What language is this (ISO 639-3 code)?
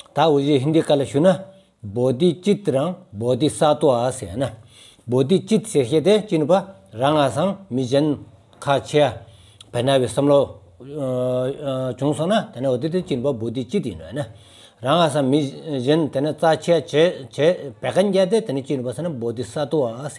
sbu